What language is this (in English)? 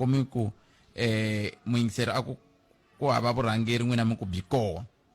Tsonga